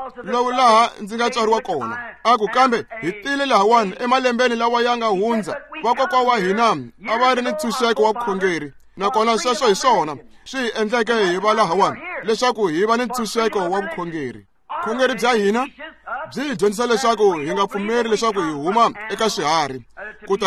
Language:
Tsonga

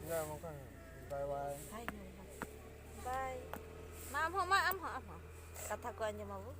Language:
Santali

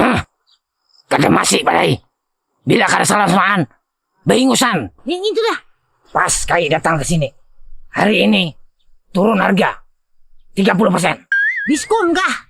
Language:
Banjar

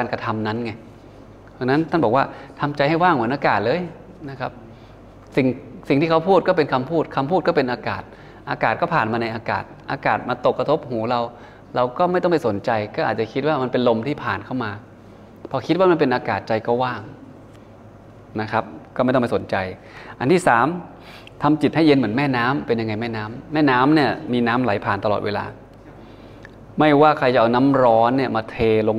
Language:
Thai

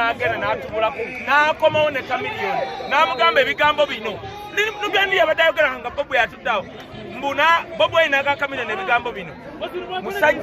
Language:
Ganda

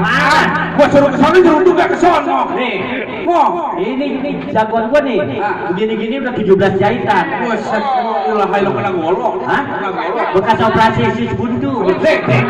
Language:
Betawi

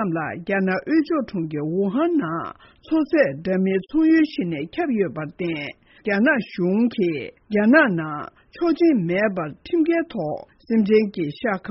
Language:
Tibetan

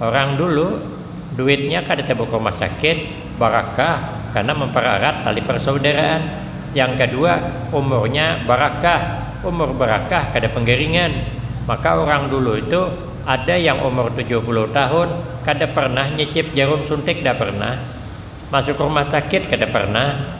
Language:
Banjar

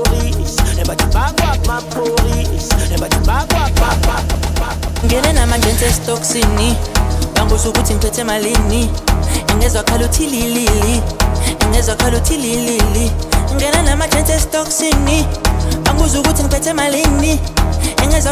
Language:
Zulu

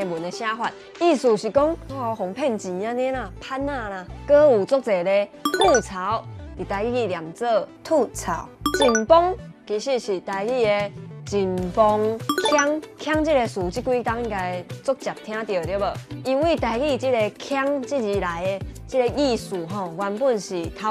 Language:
Min Nan Chinese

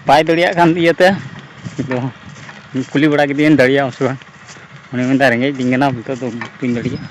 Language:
Santali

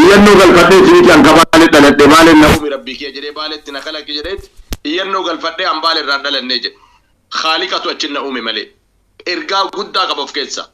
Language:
Oromo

